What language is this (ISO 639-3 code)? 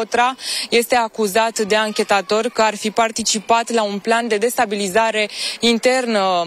ron